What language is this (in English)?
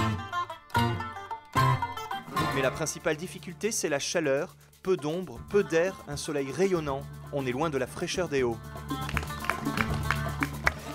French